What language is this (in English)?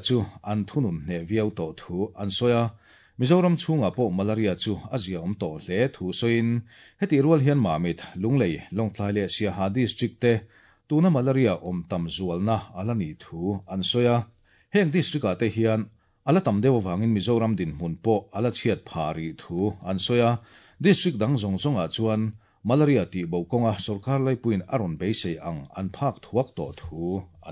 Mizo